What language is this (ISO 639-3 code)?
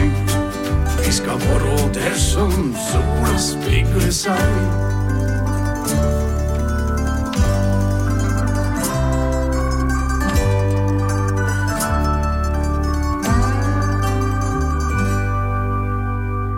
nor